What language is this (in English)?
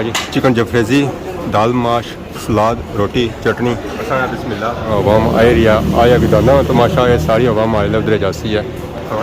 Pahari-Potwari